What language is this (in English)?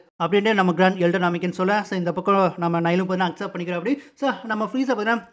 Tamil